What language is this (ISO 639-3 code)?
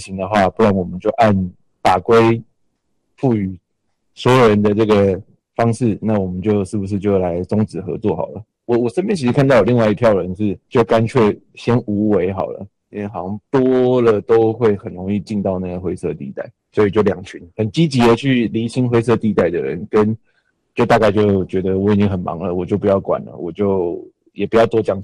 zho